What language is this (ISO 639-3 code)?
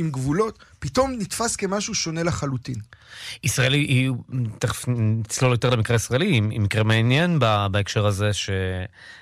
heb